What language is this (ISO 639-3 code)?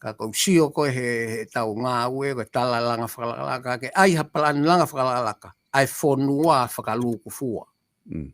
ton